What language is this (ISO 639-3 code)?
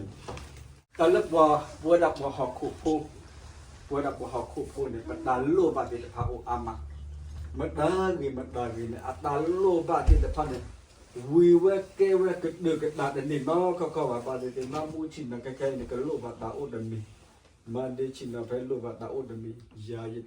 ksw